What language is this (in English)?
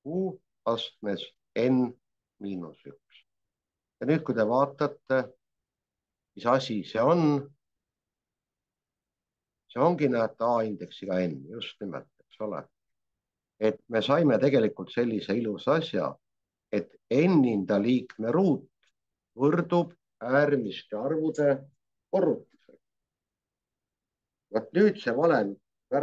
Estonian